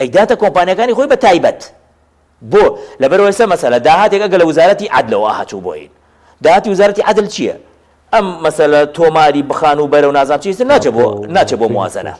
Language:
Central Kurdish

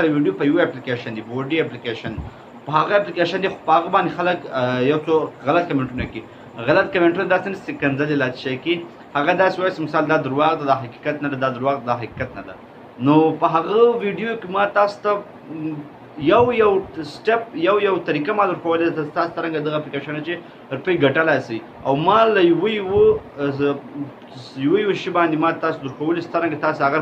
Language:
Pashto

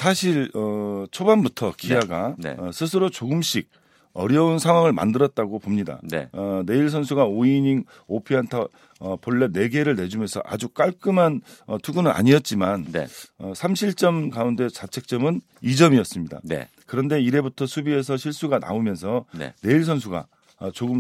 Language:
Korean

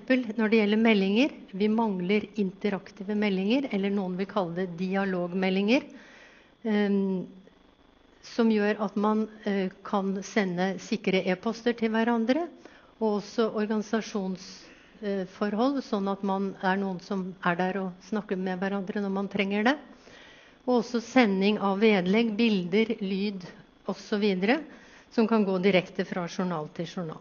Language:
Norwegian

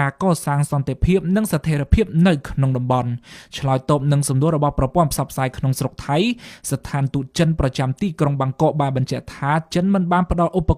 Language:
Khmer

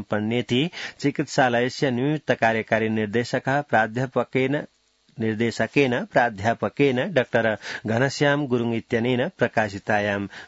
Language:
Sanskrit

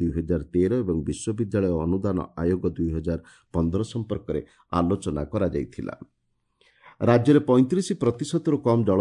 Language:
Odia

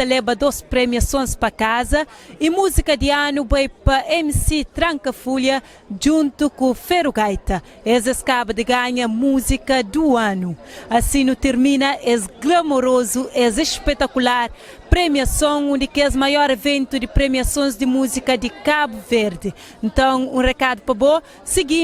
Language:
Kabuverdianu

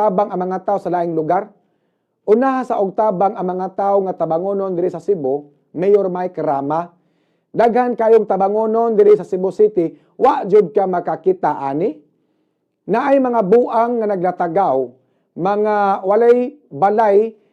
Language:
Cebuano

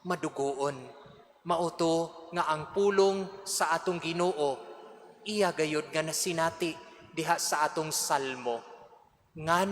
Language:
Cebuano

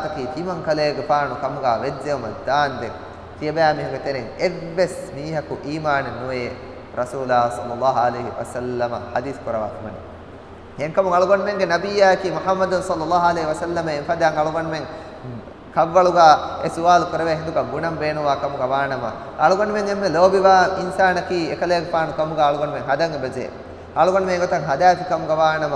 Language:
Divehi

